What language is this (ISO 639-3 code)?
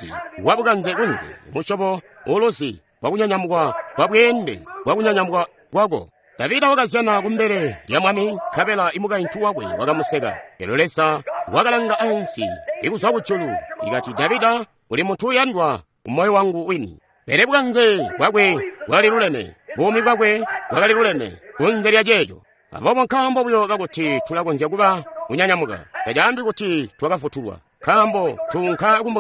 toi